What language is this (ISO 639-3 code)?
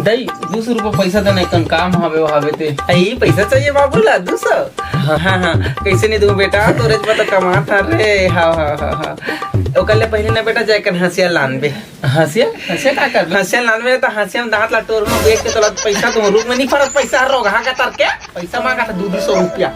hne